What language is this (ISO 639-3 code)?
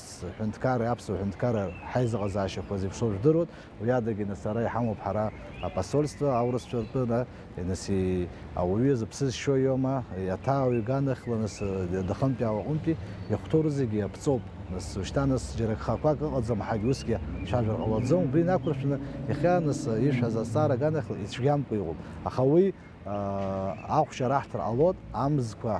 abk